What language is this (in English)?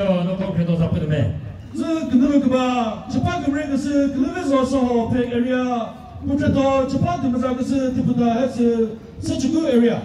Chokri Naga